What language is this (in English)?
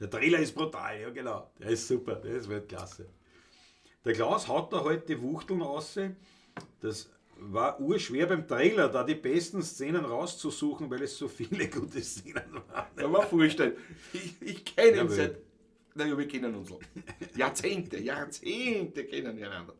Bavarian